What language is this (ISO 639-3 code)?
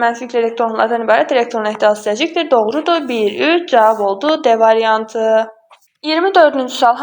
aze